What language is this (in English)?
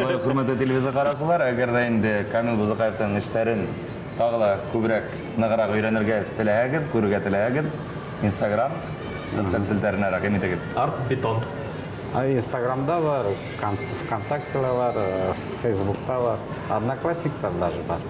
Bashkir